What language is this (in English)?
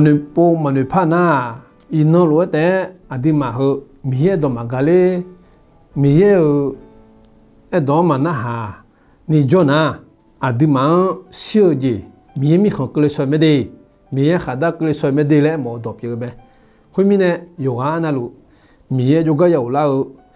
Akha